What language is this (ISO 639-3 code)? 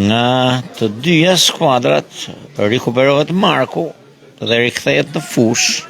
sqi